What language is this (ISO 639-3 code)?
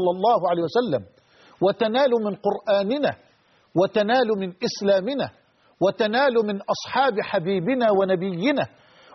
ara